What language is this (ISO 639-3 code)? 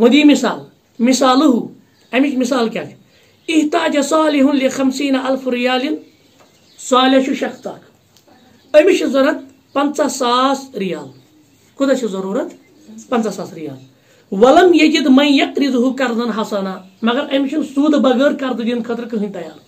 kas